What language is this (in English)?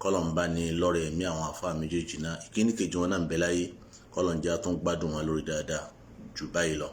Yoruba